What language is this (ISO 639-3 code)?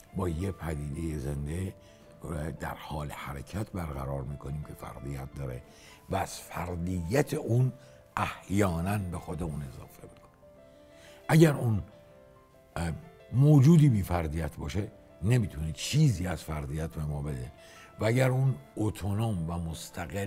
fas